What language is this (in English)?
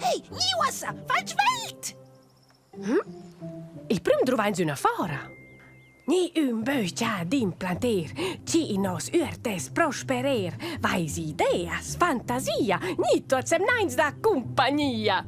Romansh